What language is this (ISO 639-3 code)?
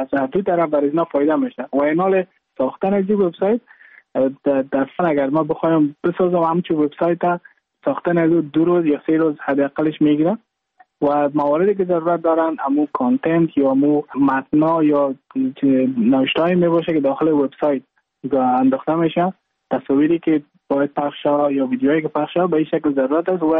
fas